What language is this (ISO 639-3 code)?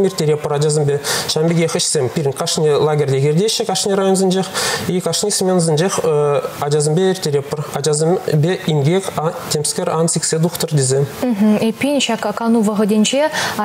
chv